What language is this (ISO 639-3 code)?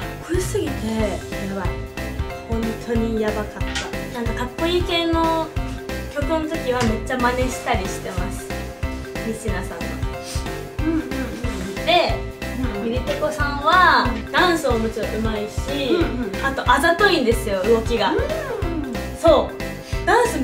jpn